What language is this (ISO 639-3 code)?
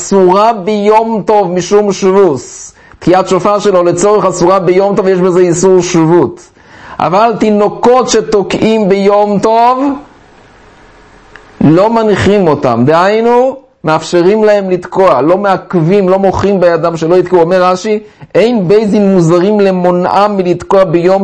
heb